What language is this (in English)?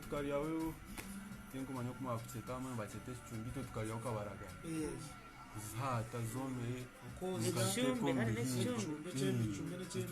Nyankole